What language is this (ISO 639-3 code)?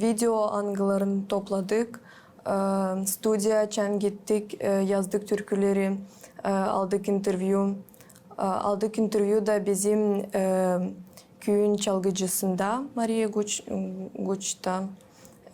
gag